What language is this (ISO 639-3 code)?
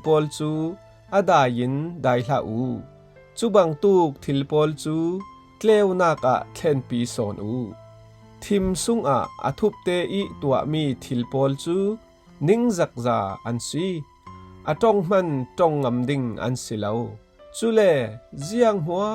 cfm